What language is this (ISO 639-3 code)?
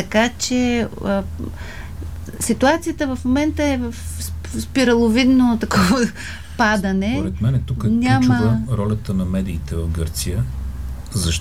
bul